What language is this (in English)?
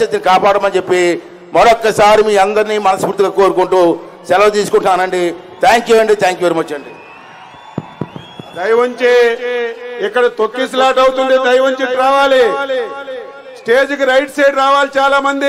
Telugu